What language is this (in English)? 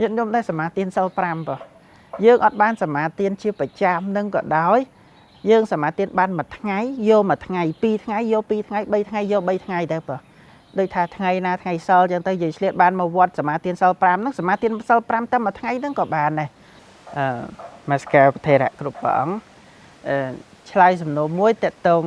Khmer